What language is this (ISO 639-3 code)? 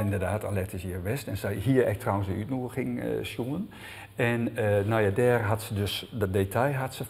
fry